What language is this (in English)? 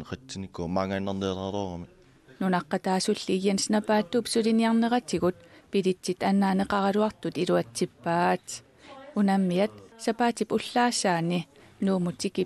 Kalaallisut